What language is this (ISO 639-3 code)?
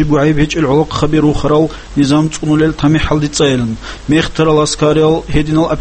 ava